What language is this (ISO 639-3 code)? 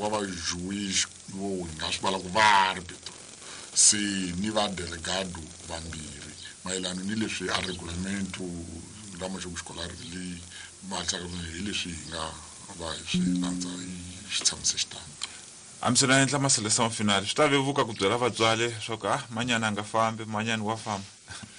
tso